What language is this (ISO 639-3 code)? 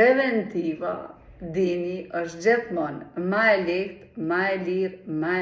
sqi